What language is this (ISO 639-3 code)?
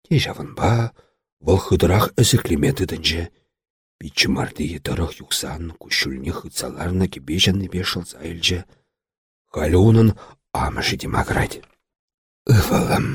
chv